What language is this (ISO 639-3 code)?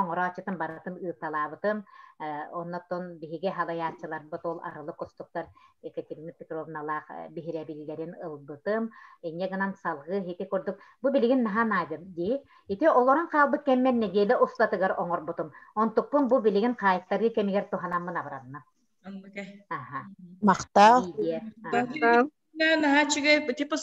sah